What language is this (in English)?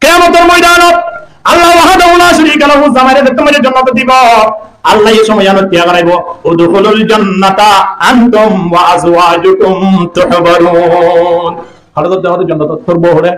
Rohingya